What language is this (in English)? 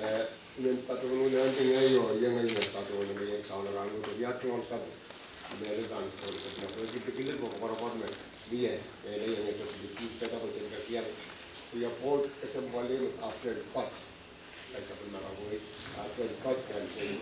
Pohnpeian